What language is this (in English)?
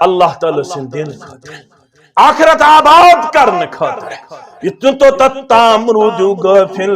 Kashmiri